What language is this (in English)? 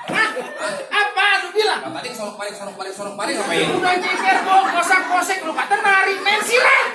Betawi